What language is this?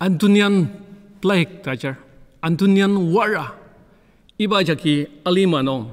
Ao Naga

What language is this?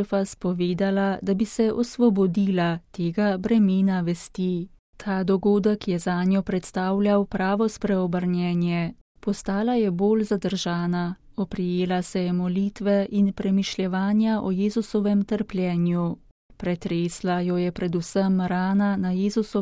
Slovenian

